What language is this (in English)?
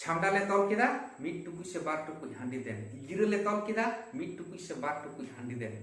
Santali